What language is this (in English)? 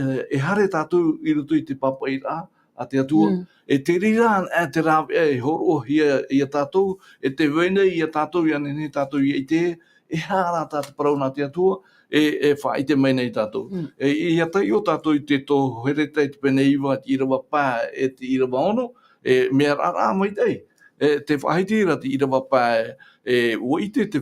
Tahitian